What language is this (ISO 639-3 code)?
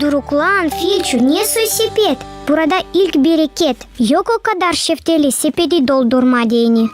gag